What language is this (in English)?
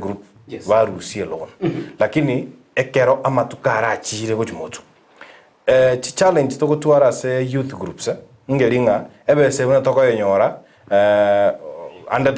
Gusii